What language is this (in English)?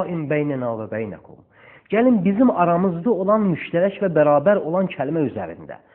Azerbaijani